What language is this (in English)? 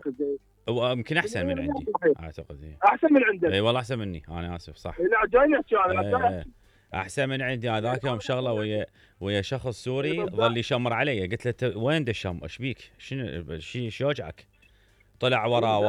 Mesopotamian Arabic